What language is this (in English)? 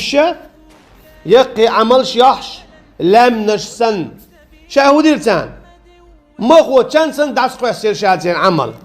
Chechen